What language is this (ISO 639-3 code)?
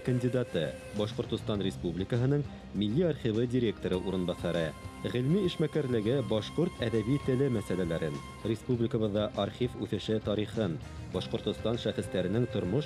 bak